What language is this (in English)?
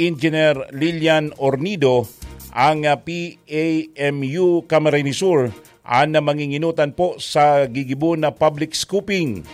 Bikol